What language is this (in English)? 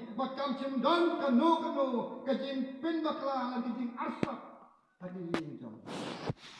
Khasi